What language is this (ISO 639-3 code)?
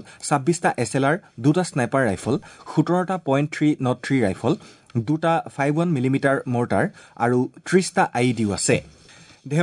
asm